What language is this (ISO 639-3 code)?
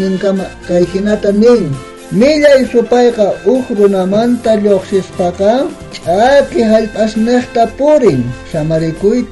quh